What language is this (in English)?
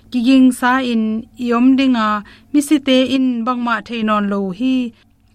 Tedim Chin